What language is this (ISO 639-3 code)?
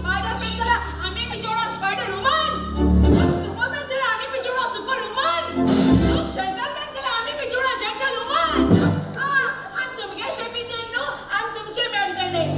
kok